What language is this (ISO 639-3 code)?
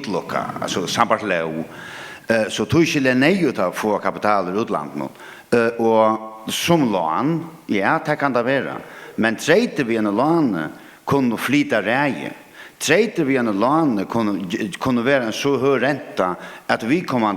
fao